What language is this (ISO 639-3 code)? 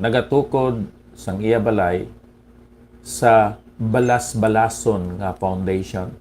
hil